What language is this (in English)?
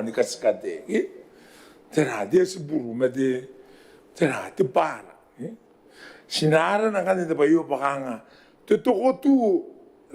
Gilbertese